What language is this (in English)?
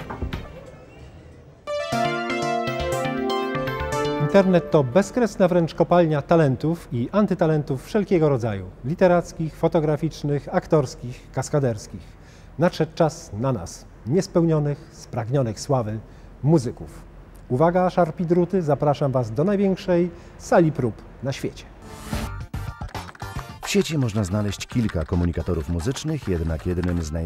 Polish